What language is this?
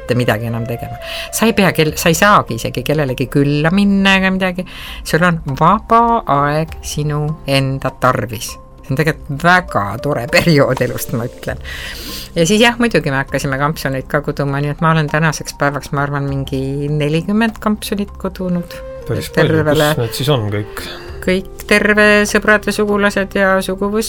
Estonian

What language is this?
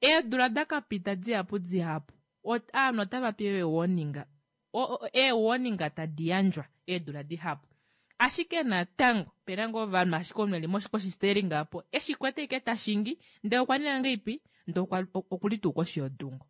Kuanyama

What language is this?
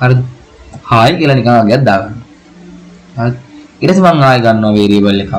Sinhala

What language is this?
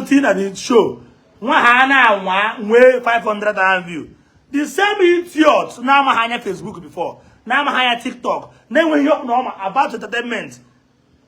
Igbo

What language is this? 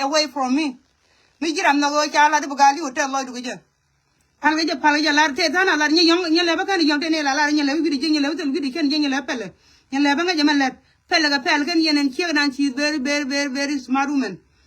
Nuer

